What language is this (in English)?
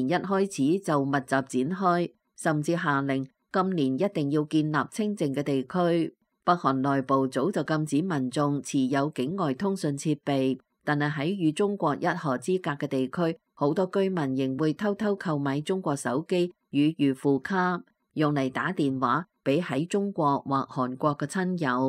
Cantonese